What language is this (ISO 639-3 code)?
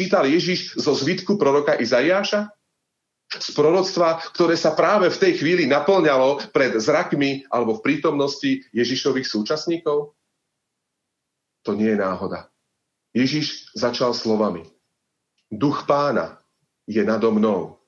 slk